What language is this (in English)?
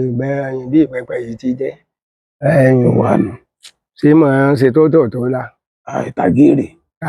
Yoruba